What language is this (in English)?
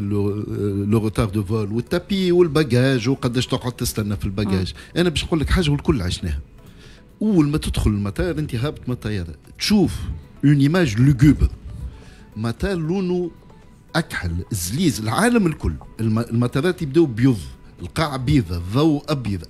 Tunisian Arabic